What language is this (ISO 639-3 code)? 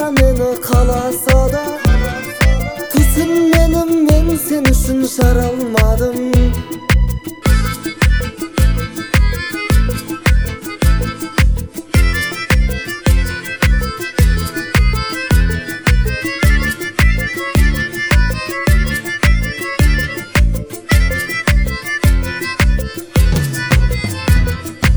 kaz